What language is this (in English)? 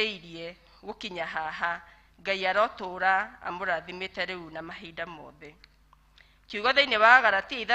Kikuyu